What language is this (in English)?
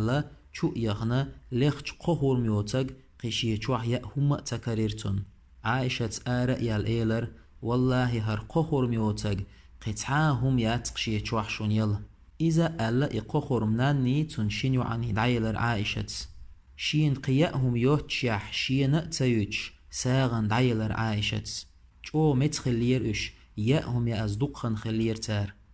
Chechen